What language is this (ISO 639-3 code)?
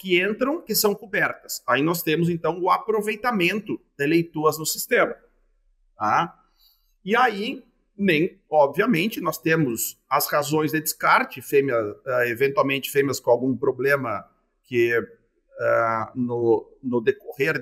por